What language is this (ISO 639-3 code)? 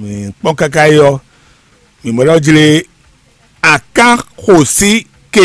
fon